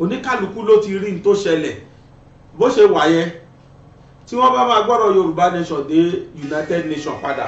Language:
Yoruba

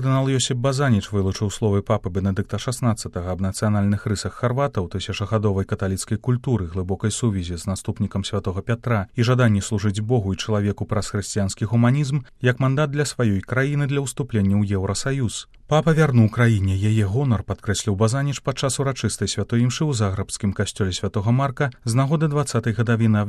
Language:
Belarusian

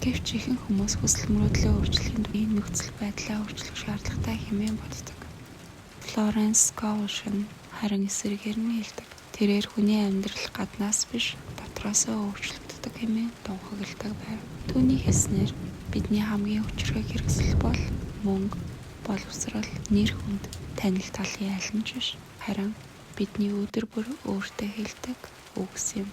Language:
Mongolian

